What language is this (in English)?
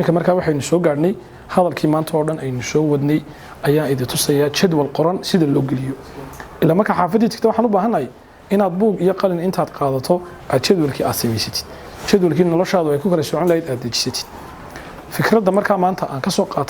Somali